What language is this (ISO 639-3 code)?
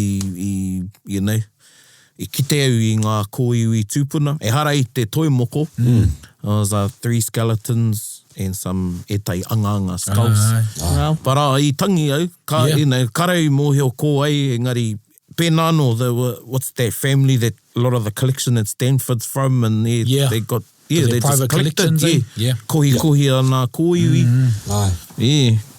mri